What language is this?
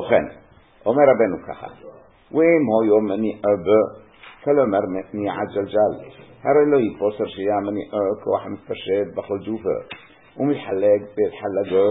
Hebrew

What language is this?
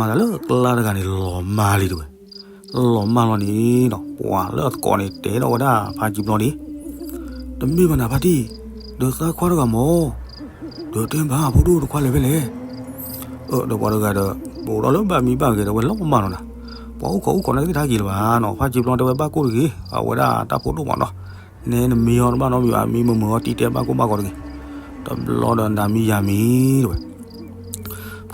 S'gaw Karen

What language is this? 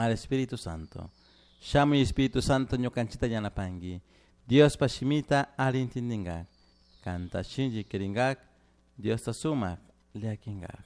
Chimborazo Highland Quichua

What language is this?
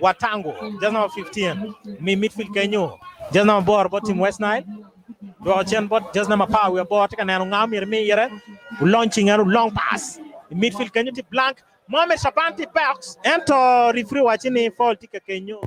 Acoli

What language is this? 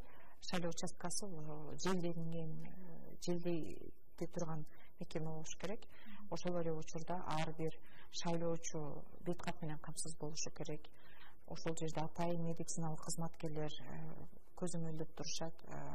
Kyrgyz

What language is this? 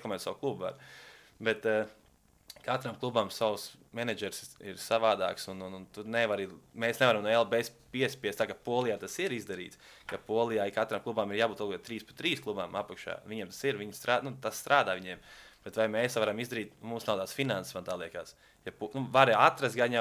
Latvian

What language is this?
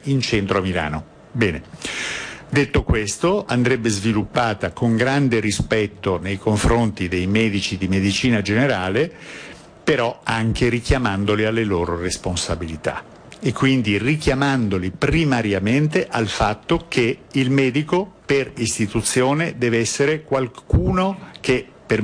Italian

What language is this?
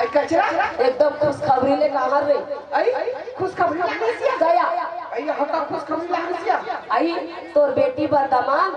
Chhattisgarhi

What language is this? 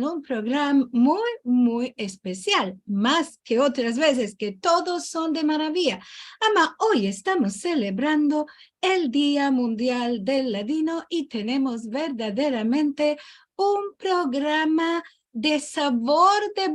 Ladino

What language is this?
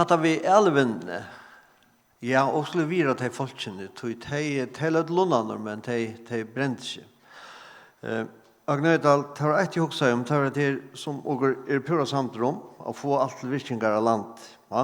Faroese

